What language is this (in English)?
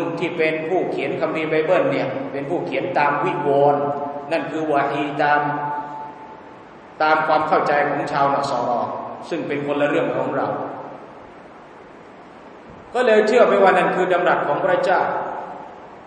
Thai